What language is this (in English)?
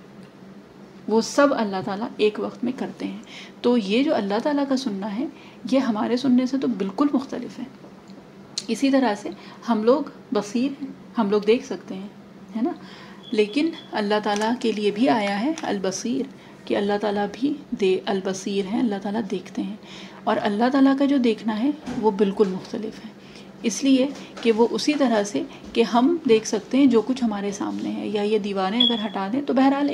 Urdu